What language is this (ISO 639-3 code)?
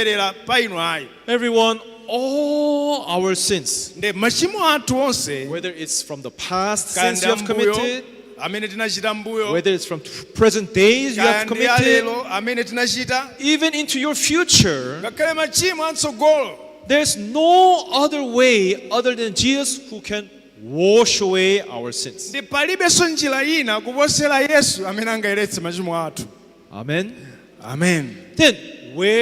nya